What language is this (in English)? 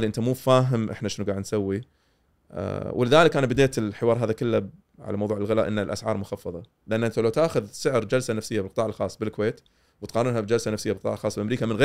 Gulf Arabic